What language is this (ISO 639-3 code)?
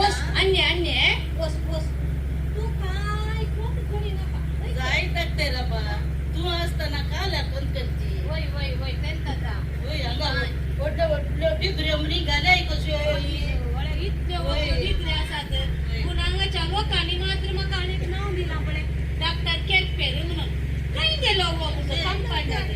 kok